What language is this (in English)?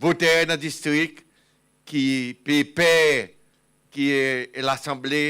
Seselwa Creole French